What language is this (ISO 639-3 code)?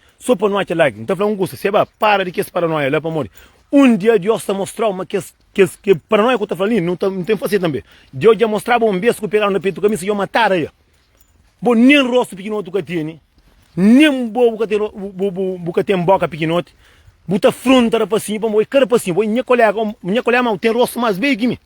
kea